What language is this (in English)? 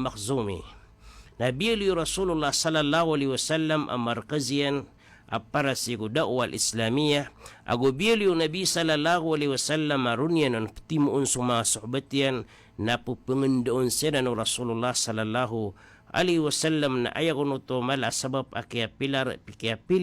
Maranao